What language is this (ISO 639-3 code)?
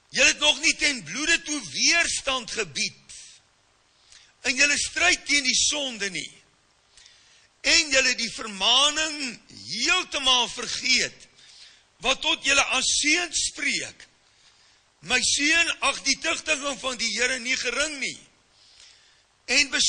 afr